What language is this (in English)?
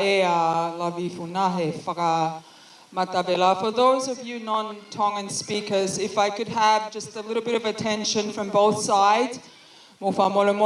Tongan